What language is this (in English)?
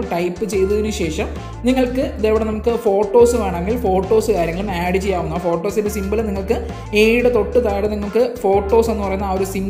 Malayalam